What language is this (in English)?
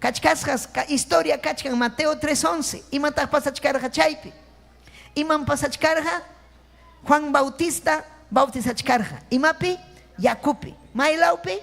Ayacucho Quechua